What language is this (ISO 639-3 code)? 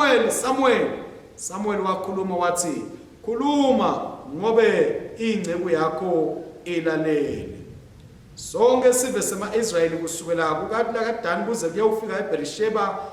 ssw